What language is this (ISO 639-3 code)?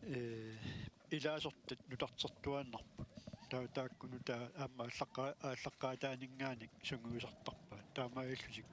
kal